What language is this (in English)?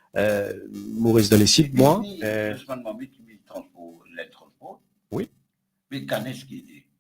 Morisyen